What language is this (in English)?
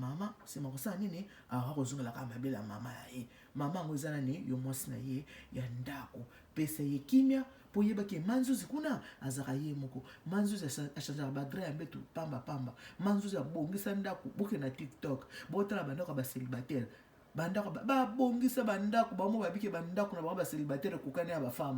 Lingala